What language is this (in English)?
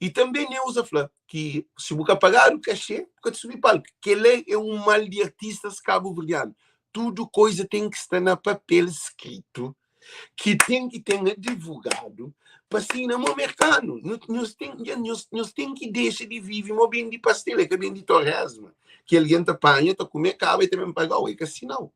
Kabuverdianu